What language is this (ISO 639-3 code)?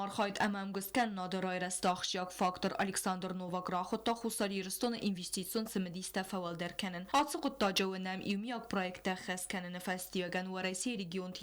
oss